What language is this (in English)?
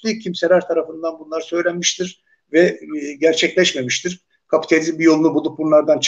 Turkish